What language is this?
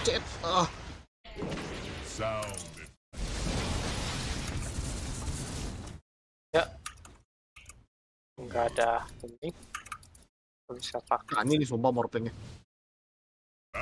Indonesian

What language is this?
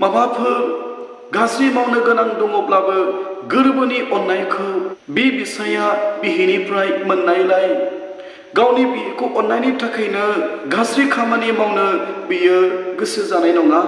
Bodo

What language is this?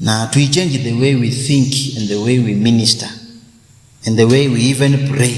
Kamba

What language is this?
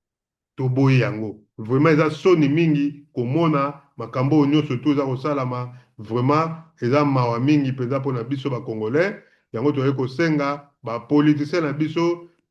Lingala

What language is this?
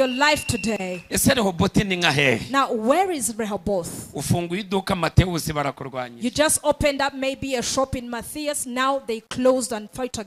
Kinyarwanda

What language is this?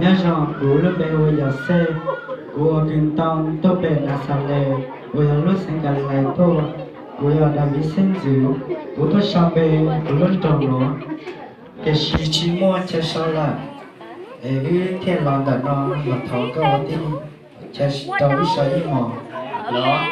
Hmong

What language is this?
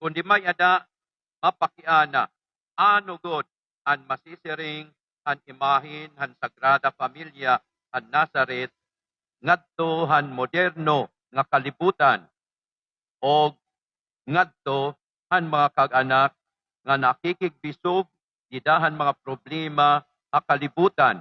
Waray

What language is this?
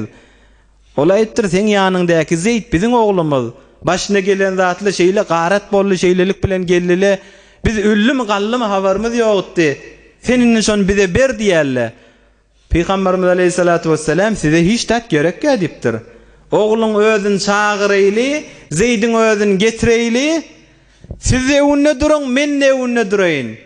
Turkmen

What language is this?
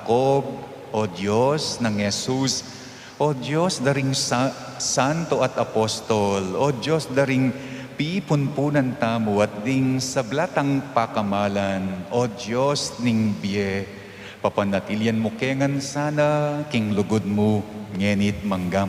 Pampanga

